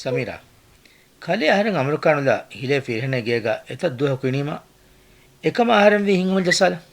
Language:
Divehi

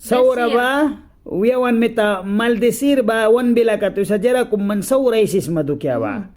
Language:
Mískito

